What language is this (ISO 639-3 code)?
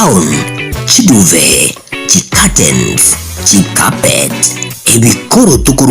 guz